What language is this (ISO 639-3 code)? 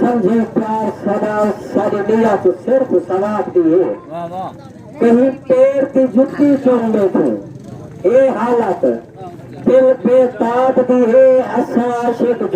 skr